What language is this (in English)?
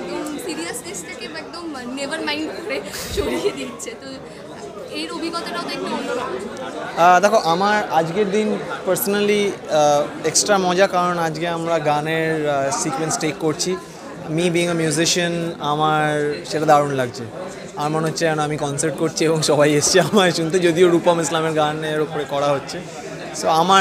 Bangla